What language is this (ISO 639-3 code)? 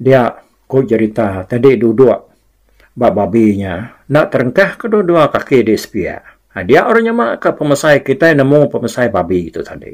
iba